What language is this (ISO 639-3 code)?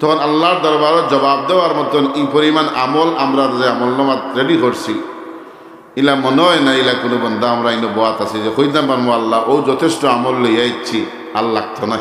syl